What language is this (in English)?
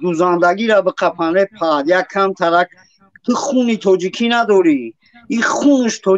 Tajik